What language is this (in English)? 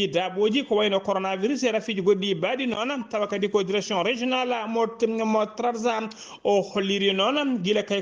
Fula